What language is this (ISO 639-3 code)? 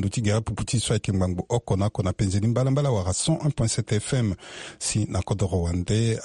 sag